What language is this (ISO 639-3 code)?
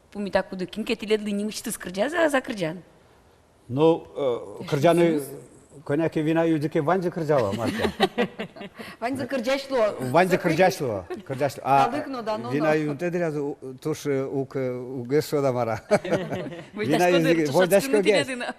udm